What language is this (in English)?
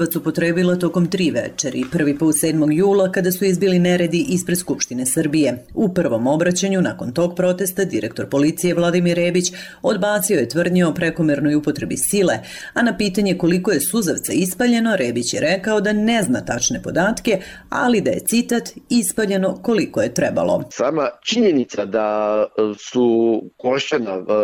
Serbian